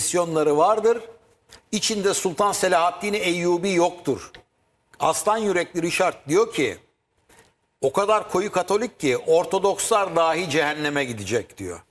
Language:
Turkish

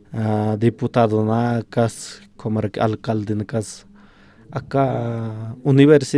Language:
Aymara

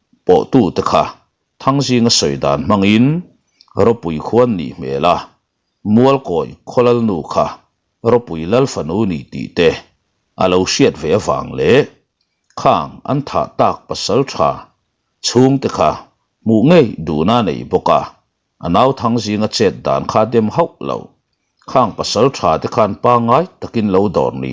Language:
Mizo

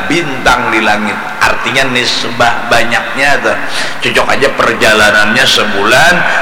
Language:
Banjar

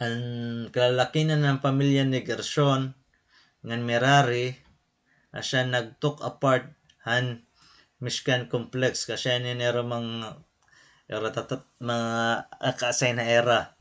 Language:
Waray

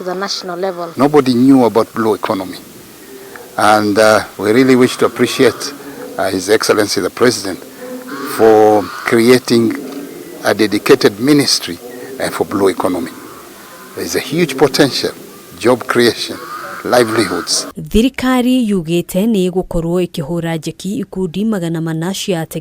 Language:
Kikuyu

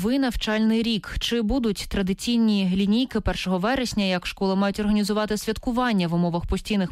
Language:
Ukrainian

